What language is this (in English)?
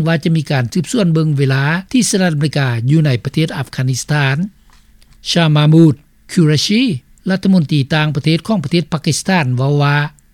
Lao